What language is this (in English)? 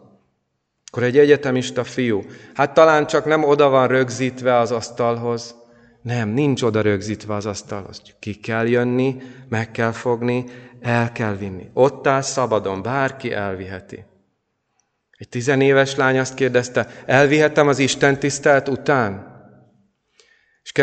Hungarian